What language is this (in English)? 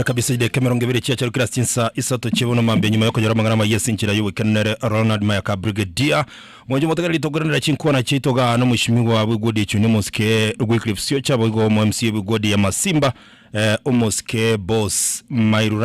Gusii